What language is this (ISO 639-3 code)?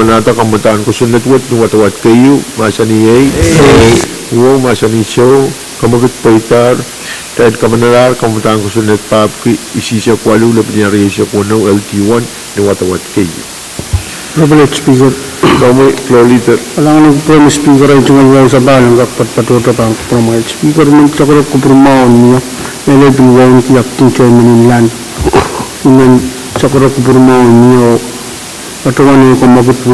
pon